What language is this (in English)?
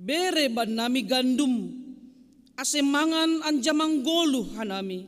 Batak Simalungun